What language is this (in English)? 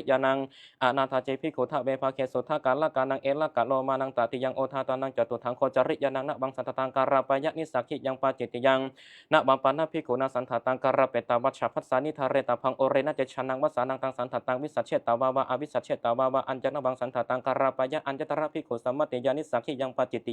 Pali